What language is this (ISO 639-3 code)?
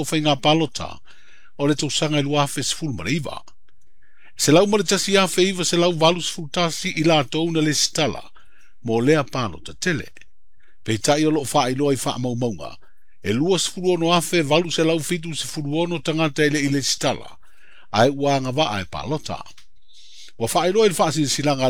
smo